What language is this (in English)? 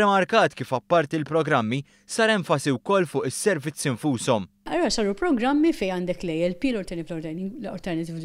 Maltese